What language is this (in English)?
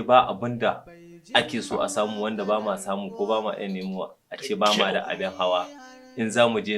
Hausa